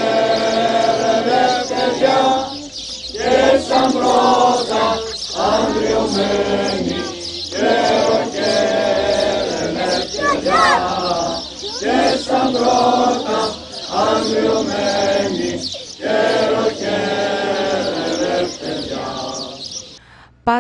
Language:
Greek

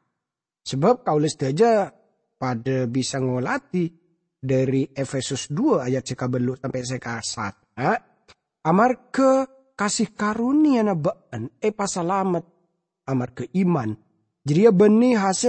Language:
Madurese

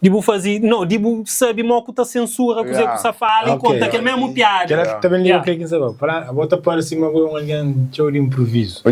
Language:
Kabuverdianu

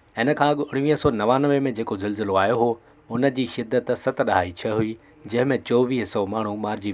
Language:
Sindhi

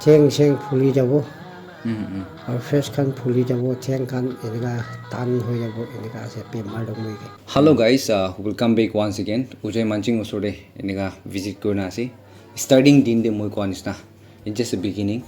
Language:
Naga Pidgin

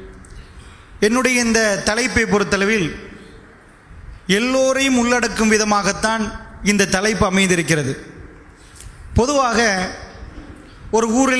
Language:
Tamil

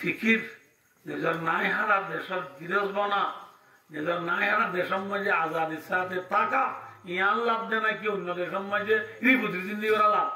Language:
Rohingya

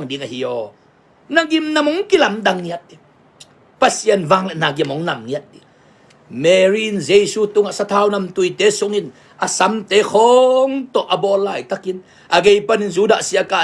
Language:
Tedim Chin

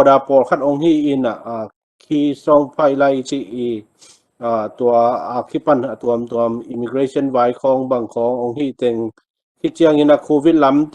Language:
Tedim Chin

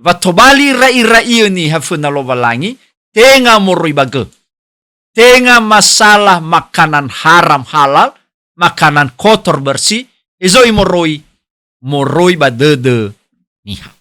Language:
Nias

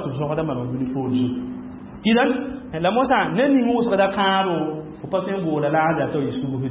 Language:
Mossi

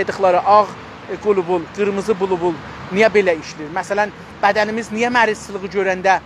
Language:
South Azerbaijani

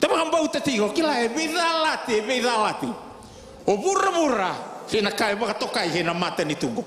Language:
Fijian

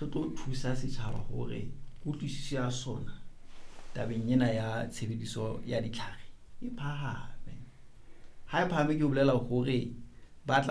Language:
Southern Sotho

